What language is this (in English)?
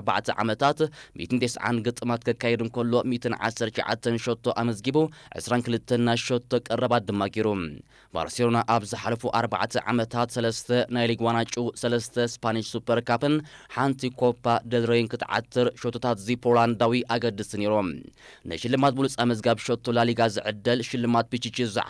Tigrinya